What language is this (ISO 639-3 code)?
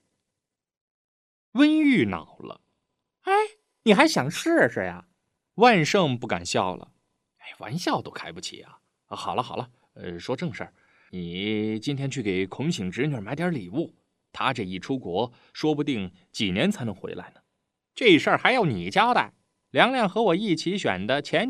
zho